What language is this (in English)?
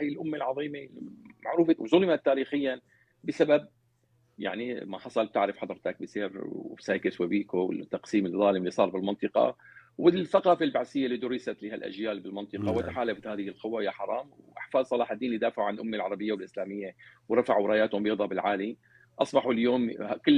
North Levantine Arabic